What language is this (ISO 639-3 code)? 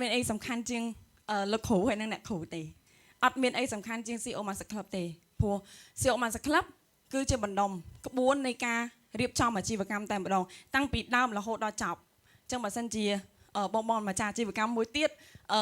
khm